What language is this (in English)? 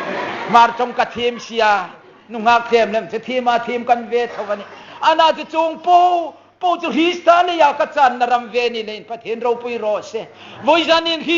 Hmar